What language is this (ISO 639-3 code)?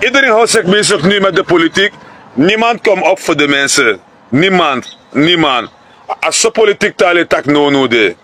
srn